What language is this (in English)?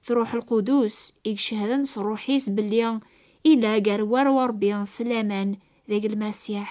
Kabyle